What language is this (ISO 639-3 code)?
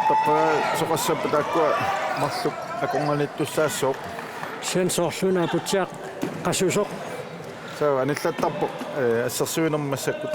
kal